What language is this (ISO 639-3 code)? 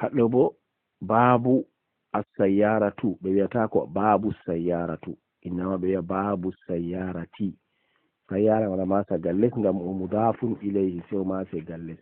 ful